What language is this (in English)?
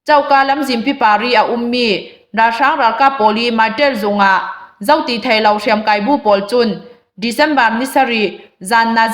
Hakha Chin